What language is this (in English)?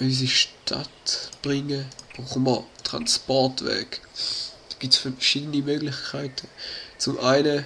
Swiss German